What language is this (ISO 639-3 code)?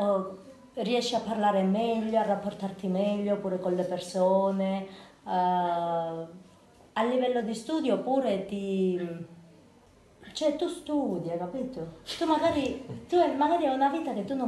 ita